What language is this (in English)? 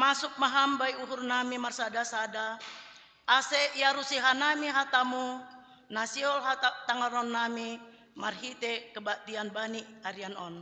Batak Simalungun